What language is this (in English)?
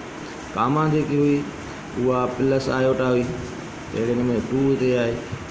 Sindhi